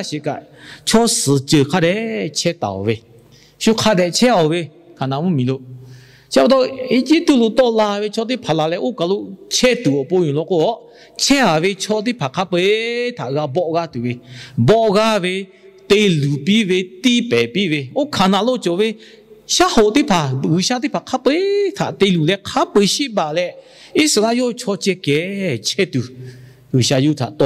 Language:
Lahu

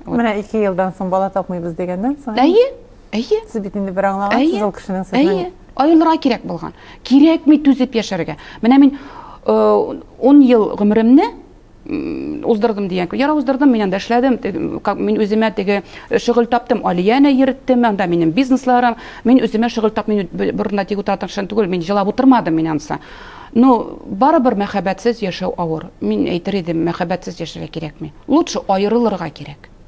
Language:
Tatar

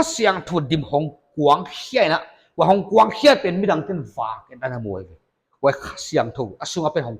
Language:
Paite Chin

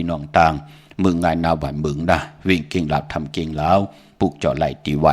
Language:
Shan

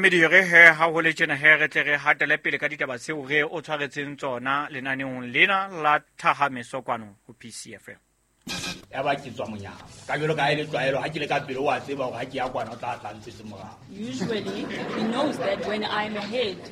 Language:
Southern Sotho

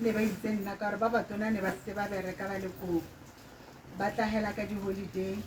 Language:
Tswana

